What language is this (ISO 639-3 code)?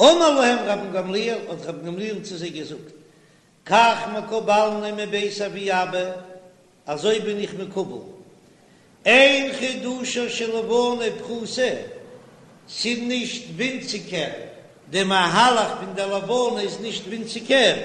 yid